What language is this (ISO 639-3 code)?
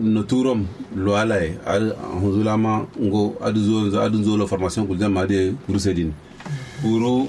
kau